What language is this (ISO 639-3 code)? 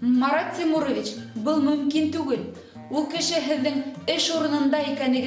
bak